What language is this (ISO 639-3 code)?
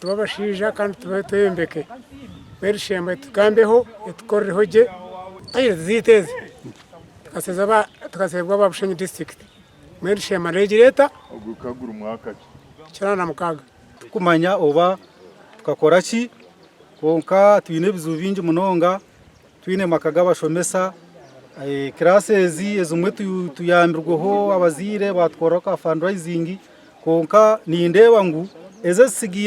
nyn